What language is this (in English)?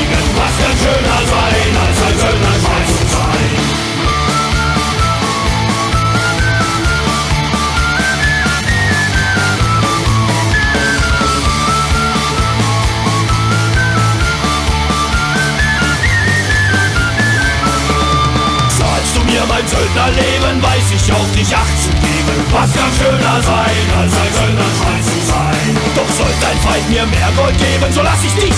German